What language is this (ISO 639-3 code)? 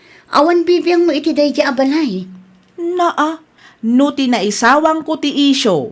ilo